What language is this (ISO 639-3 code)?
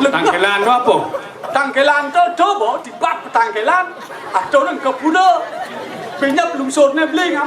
ban